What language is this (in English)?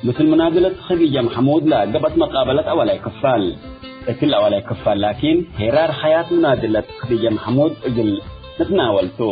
Tigre